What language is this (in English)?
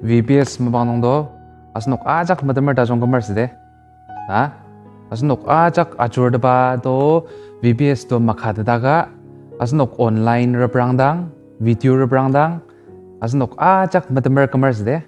Ao Naga